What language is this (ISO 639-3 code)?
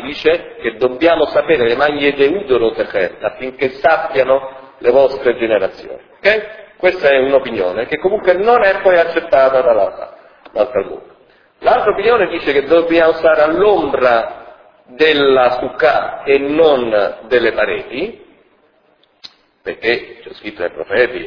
ita